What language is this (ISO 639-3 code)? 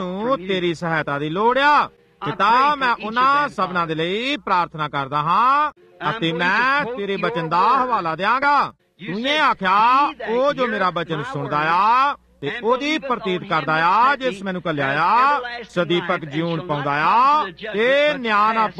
pan